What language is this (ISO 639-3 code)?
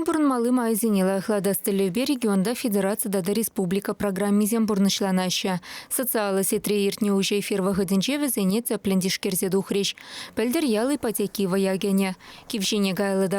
chv